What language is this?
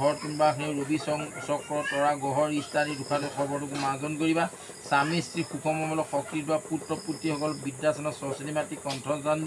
Assamese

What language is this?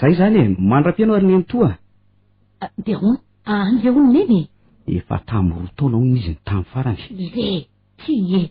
Malagasy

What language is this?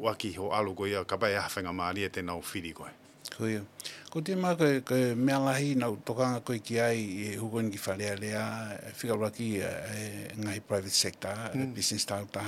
Tongan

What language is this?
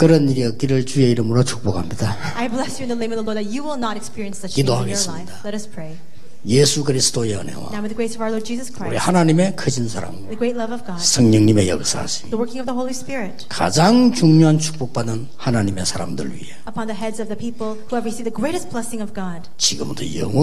Korean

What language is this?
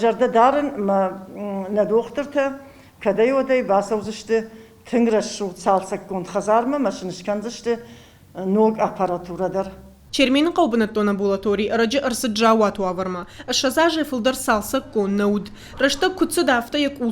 Ossetic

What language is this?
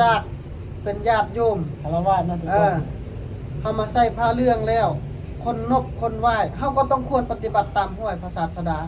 Northeastern Thai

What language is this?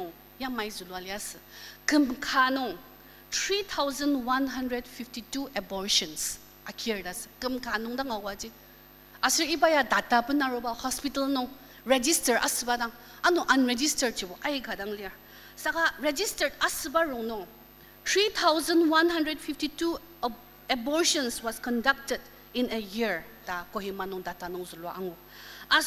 Ao Naga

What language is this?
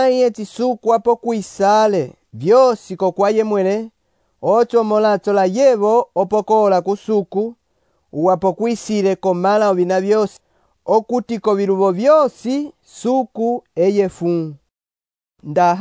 Umbundu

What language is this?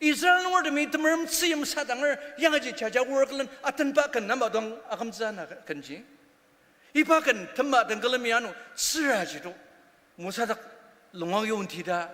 Ao Naga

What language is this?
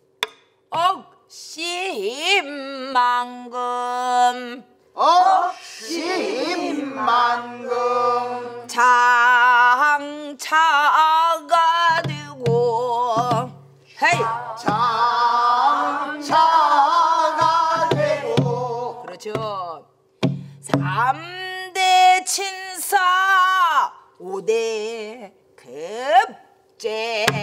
Korean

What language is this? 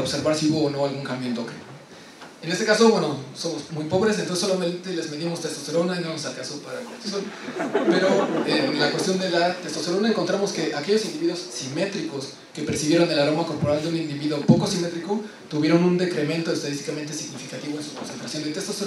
Spanish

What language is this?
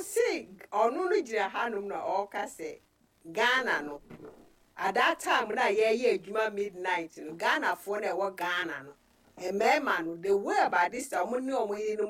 Akan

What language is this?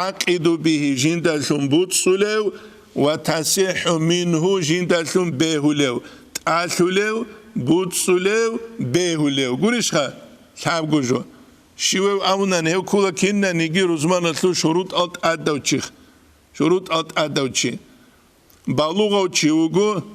Avaric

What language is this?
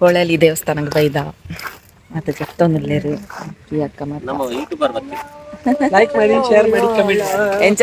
Tulu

